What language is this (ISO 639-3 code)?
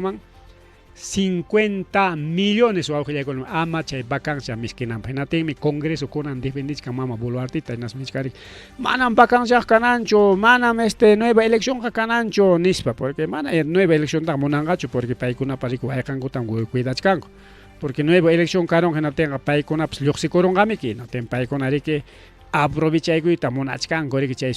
quy